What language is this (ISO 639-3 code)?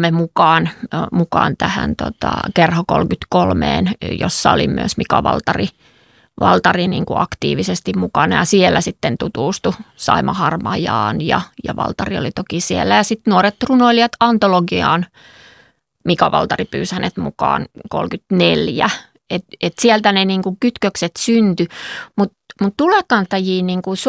fin